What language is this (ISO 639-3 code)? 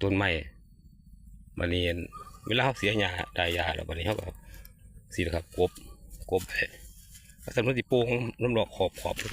lao